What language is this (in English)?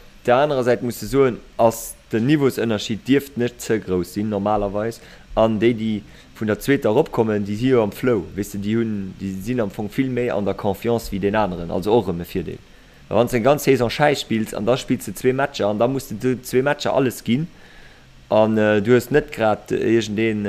Luxembourgish